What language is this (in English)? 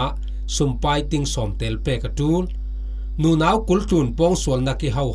Falam Chin